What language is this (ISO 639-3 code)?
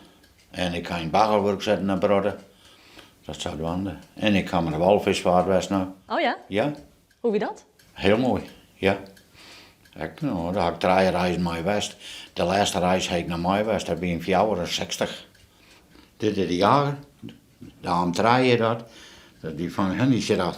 fry